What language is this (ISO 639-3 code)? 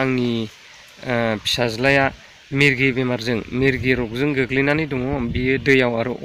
brx